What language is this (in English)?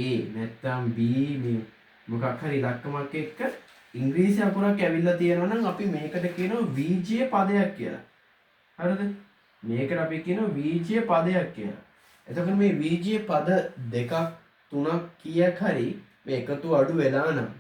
Sinhala